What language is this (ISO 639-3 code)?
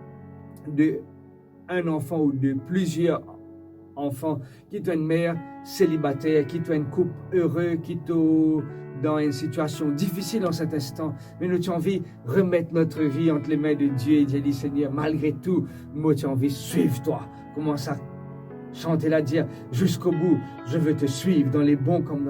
mfe